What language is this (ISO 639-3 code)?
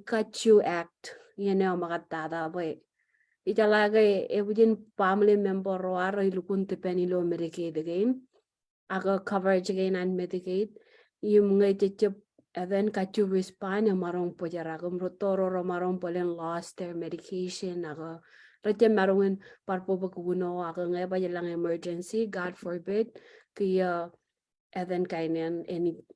mah